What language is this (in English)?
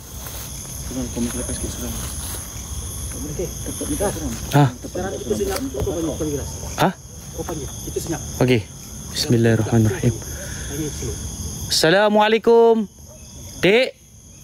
Malay